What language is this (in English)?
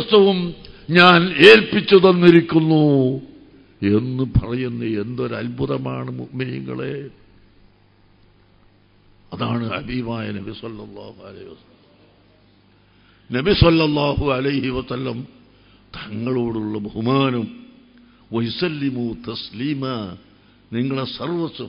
Malayalam